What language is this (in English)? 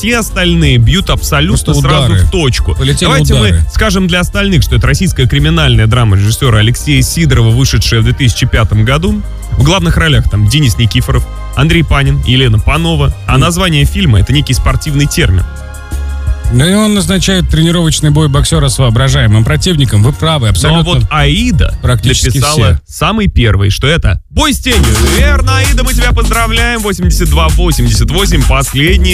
Russian